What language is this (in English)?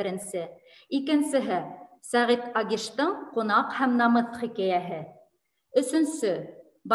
Bashkir